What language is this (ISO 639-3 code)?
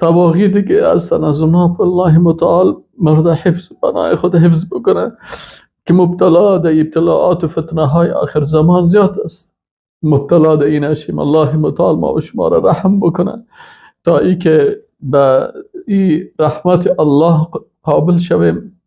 fas